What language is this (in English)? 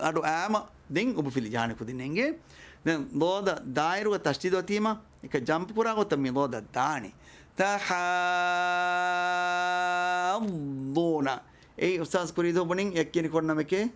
Divehi